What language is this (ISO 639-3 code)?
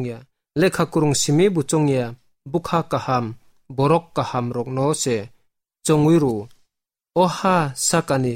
trp